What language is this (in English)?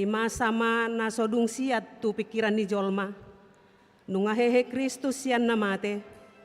Batak Toba